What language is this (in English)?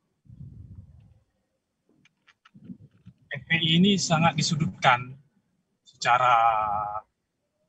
Indonesian